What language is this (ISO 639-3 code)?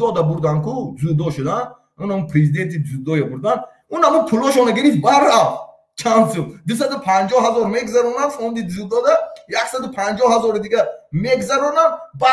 tgk